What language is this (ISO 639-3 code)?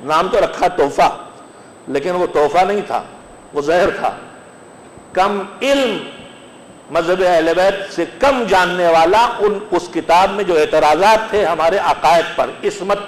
urd